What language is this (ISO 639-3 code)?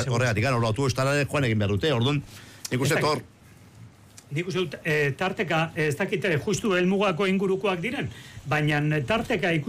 eus